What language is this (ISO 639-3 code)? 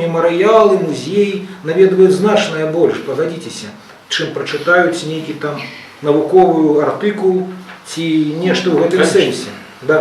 bel